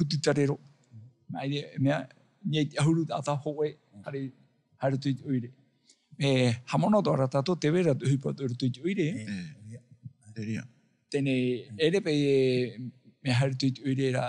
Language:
Tahitian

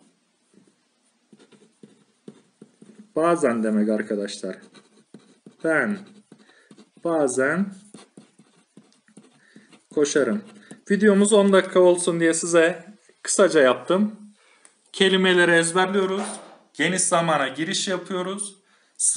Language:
Turkish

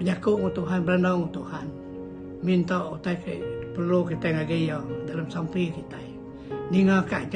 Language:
Iban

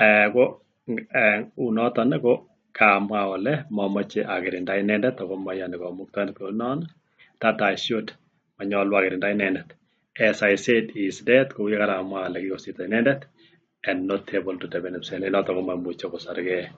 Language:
Kalenjin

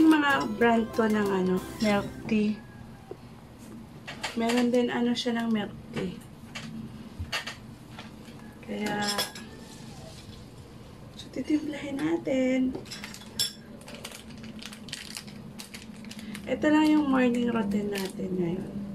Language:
Filipino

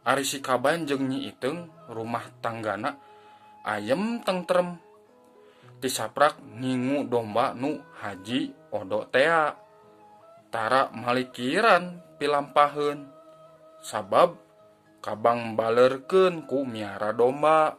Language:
Sundanese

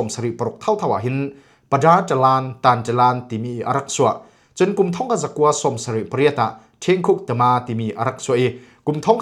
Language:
Falam Chin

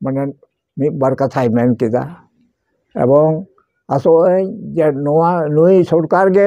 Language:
Santali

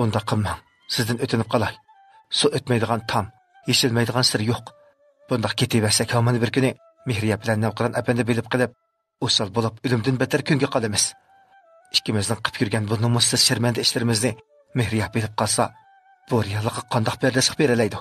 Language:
Uyghur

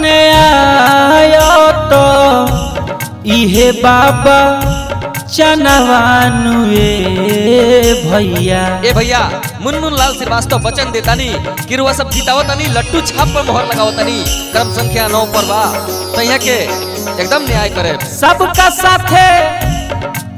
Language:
Bhojpuri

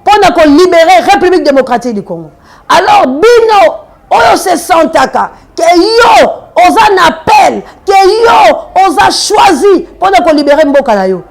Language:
Lingala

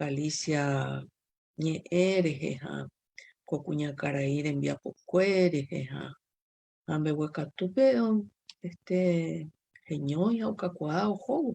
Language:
Guarani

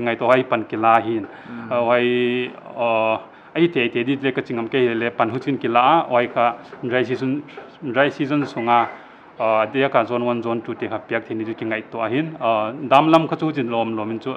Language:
Paite Chin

